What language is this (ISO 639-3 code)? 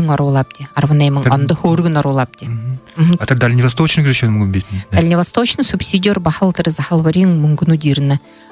bua